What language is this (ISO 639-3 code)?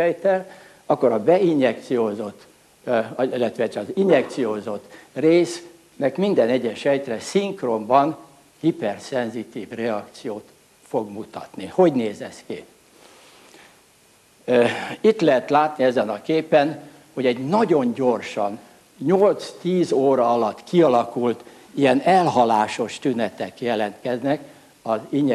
hun